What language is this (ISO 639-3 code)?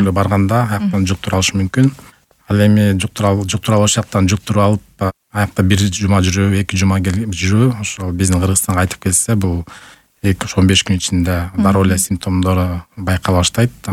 kir